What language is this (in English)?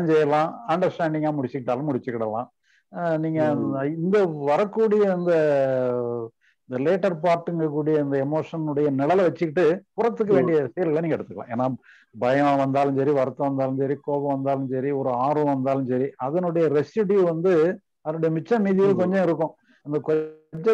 Tamil